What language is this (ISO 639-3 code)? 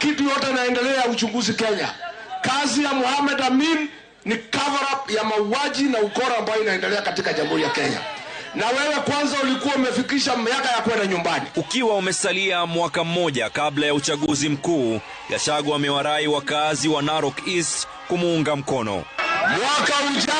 swa